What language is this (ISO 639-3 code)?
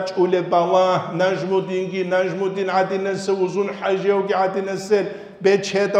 ava